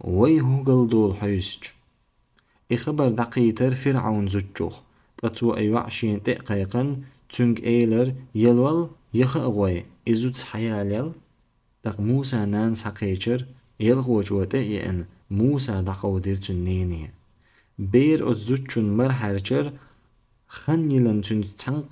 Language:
Chechen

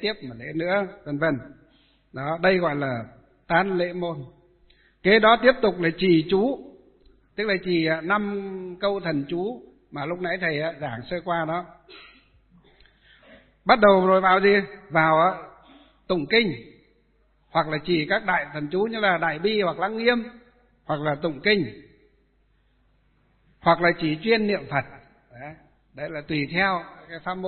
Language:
Vietnamese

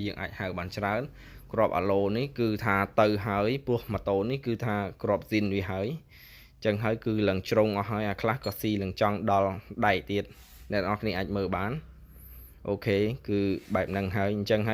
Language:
Khmer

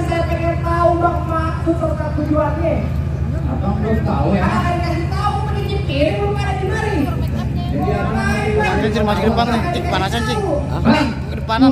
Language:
Betawi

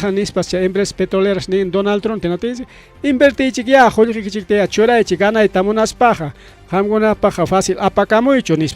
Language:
Ayacucho Quechua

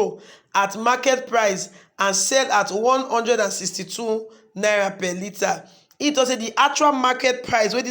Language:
Nigerian Pidgin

